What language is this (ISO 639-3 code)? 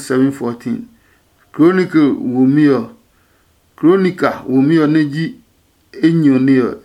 ada